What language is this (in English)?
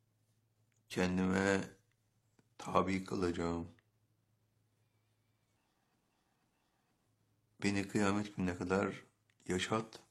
Turkish